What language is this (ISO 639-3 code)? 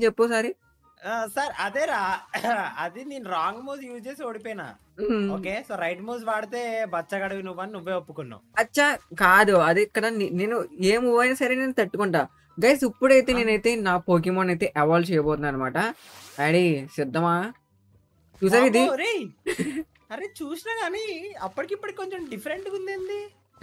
tel